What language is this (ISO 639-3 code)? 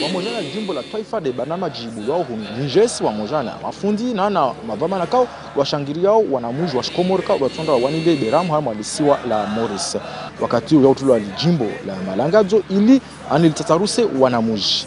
zdj